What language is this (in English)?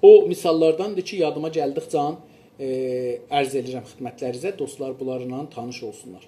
South Azerbaijani